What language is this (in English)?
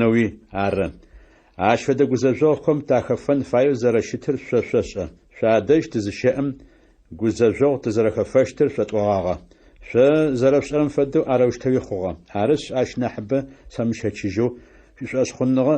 Adyghe